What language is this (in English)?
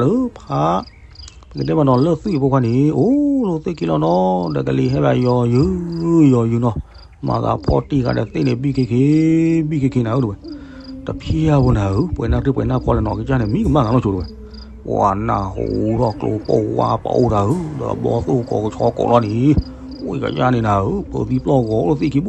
S'gaw Karen